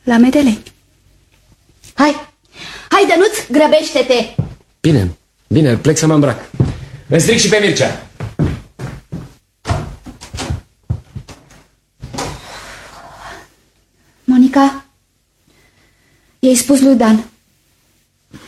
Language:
Romanian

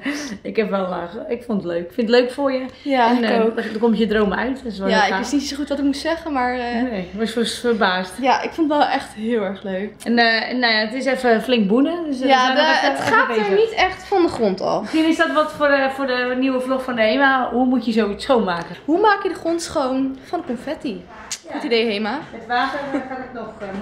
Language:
Dutch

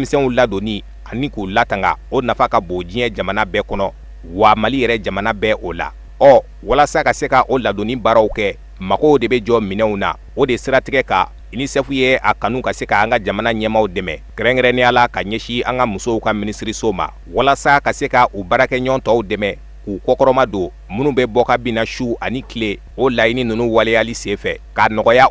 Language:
Bambara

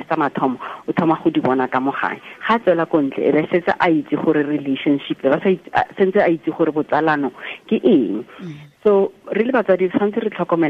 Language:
Tswana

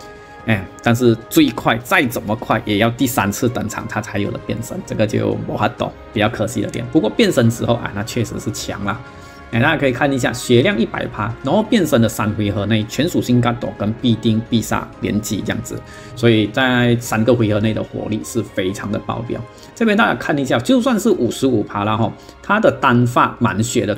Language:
Chinese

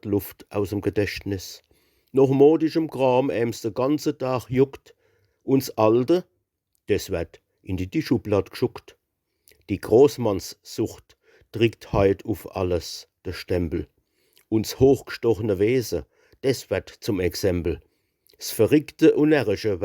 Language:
Palatine German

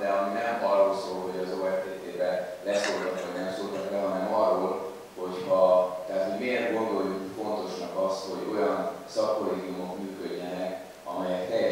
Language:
Hungarian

